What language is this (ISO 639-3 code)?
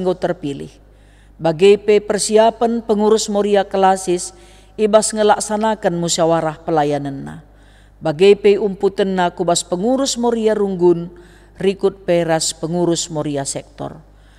btx